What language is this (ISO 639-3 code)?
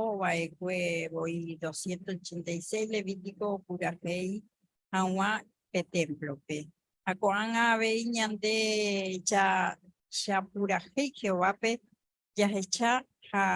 grn